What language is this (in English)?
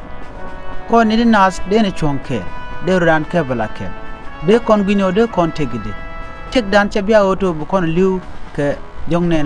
Nuer